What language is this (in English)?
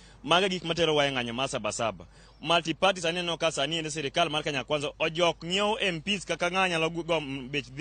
Luo (Kenya and Tanzania)